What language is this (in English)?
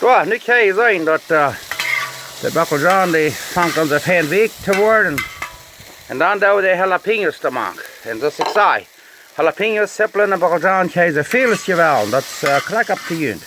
Plautdietsch